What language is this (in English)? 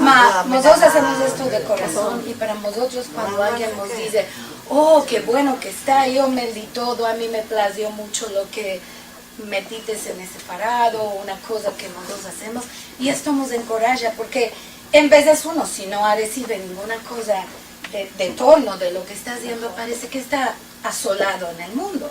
Ladino